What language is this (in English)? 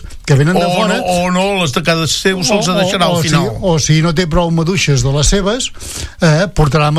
Catalan